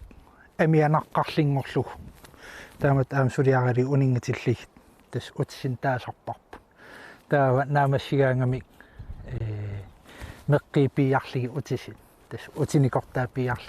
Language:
Kalaallisut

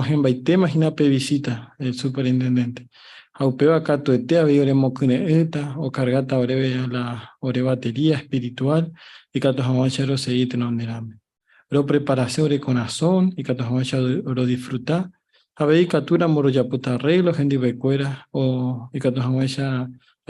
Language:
Guarani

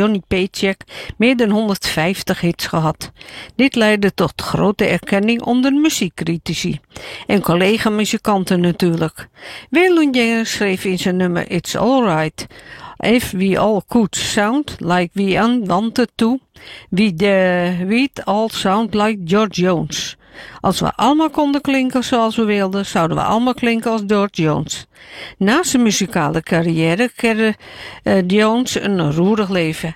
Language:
Dutch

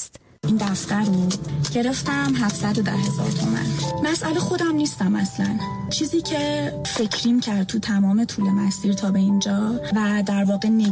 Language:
Persian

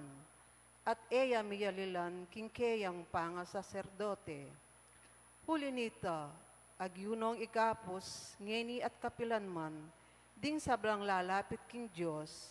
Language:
Pampanga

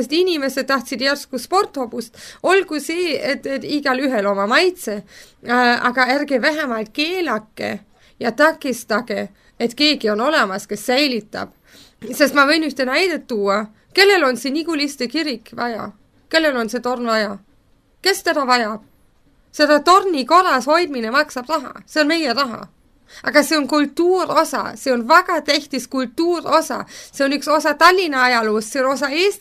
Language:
Estonian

